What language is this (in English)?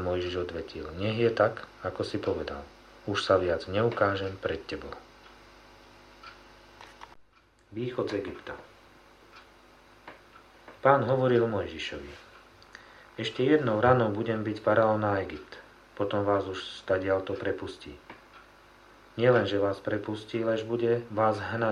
Slovak